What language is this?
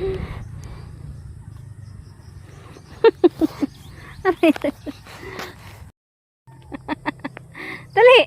Cebuano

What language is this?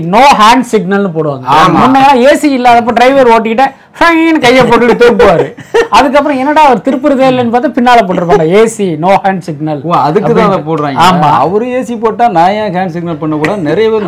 Tamil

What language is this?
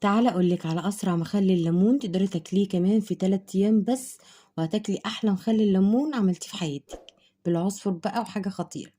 Egyptian Arabic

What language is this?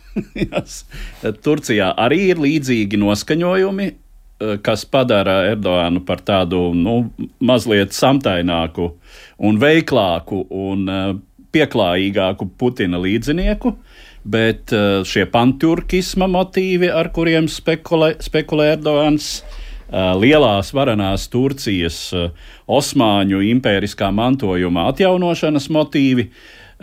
Latvian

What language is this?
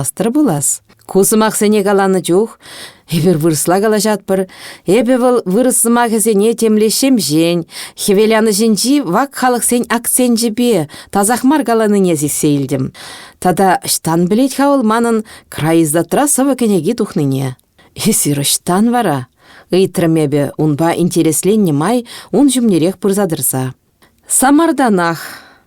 Chuvash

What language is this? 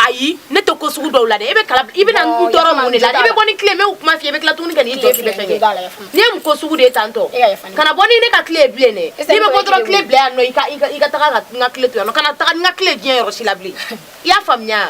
Bambara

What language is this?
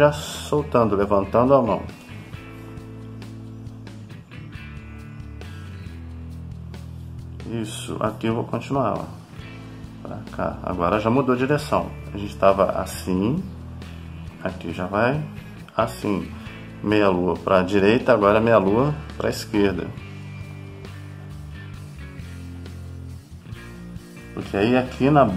Portuguese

